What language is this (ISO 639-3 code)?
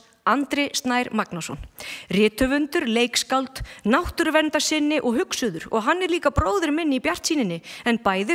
isl